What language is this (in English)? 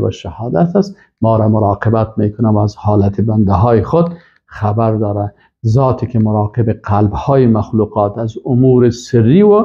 Persian